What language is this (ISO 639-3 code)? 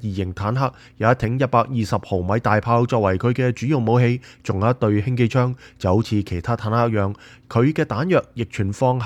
yue